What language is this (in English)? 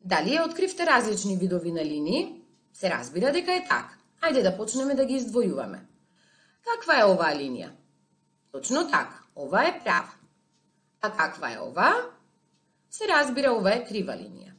Macedonian